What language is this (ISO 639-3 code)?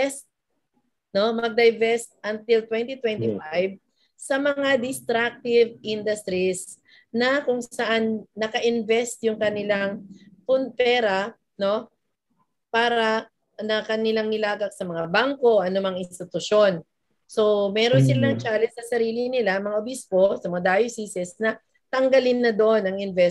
fil